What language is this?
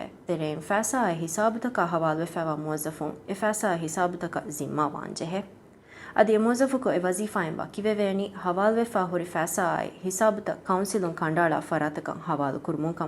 Divehi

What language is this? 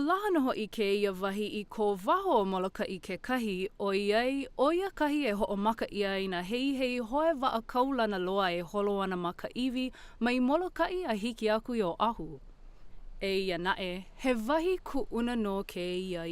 Hawaiian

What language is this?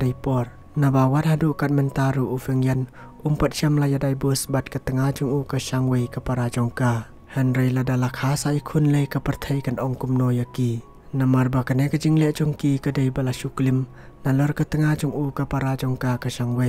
Khasi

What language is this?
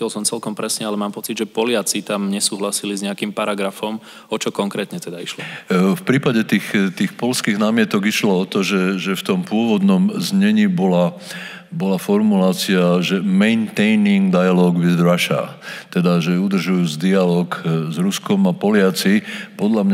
Slovak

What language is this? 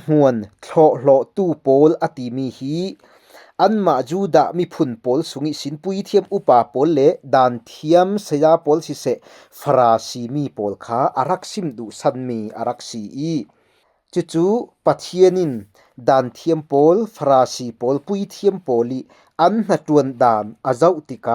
Falam Chin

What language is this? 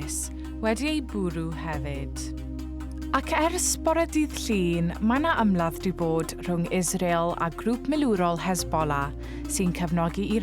Welsh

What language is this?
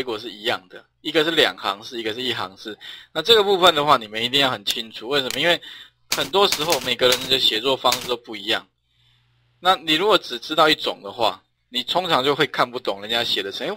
Chinese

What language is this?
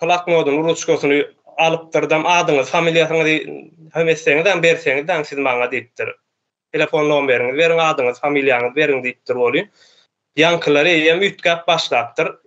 Turkmen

